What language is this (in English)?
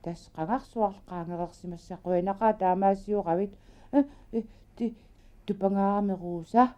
Kalaallisut